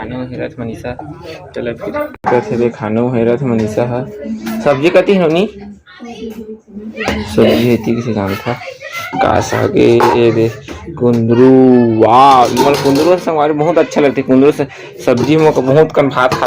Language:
Chhattisgarhi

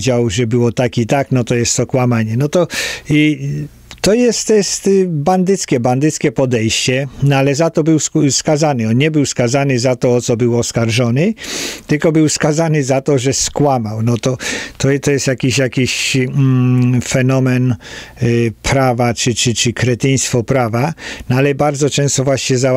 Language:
Polish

